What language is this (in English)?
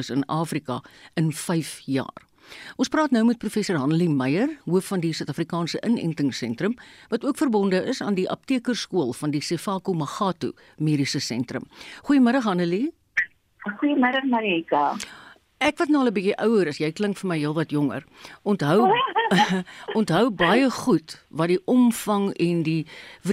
Afrikaans